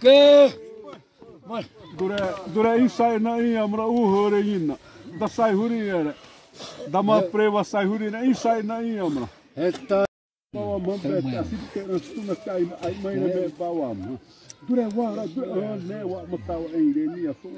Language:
Xavánte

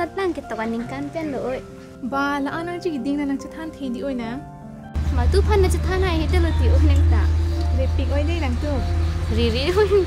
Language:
Karbi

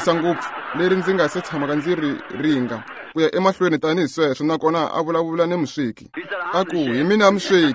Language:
Tsonga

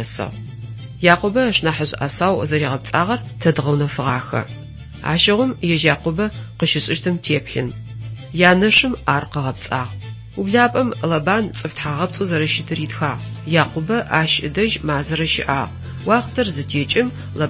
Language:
Adyghe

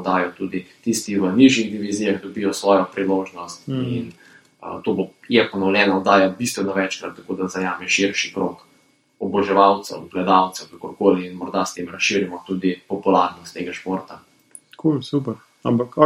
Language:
Slovenian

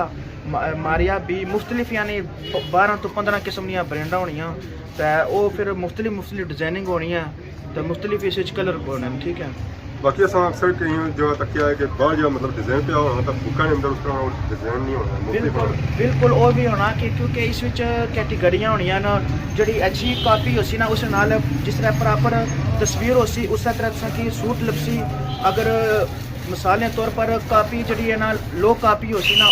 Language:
Pahari-Potwari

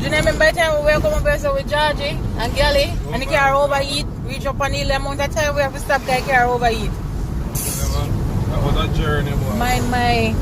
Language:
Jamaican Creole English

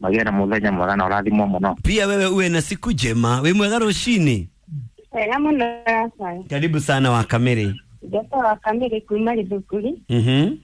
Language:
Kikuyu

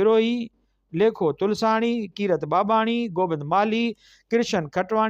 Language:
Sindhi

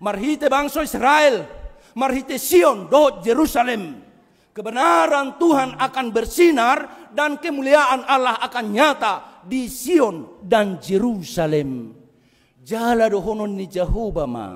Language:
Batak Toba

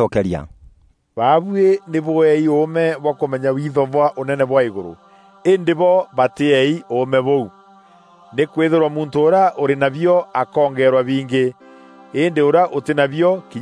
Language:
Meru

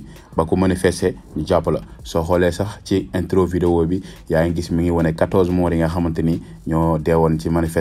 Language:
Wolof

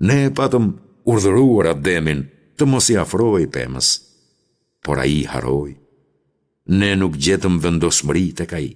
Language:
Albanian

